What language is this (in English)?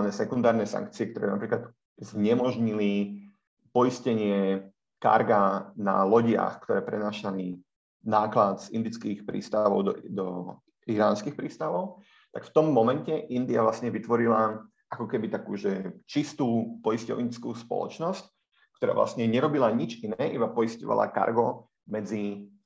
Slovak